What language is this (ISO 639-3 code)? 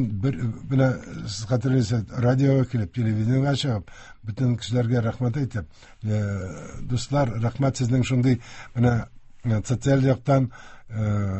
tat